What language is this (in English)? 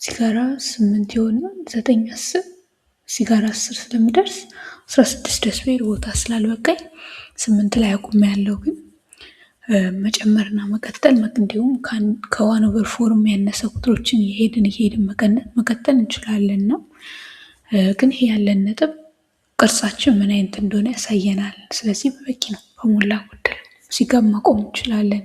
Amharic